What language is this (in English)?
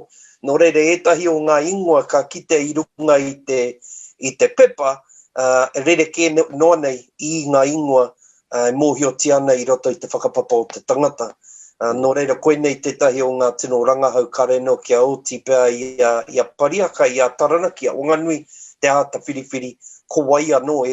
Māori